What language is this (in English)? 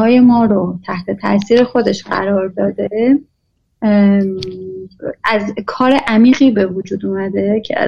Persian